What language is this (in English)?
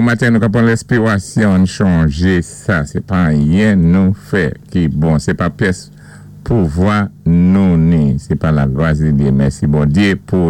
Saint Lucian Creole French